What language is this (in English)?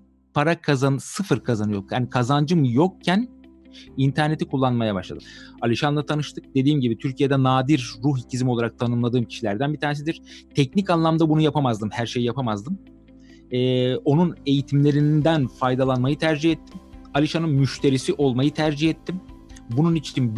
Turkish